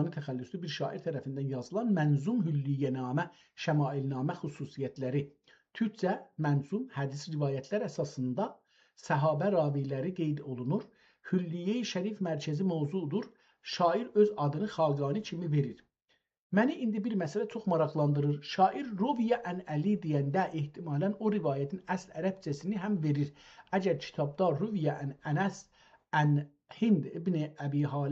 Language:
South Azerbaijani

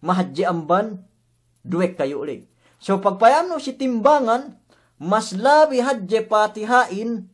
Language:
Yakan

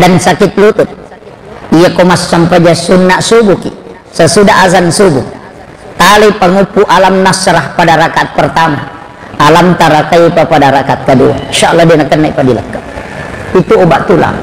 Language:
Buginese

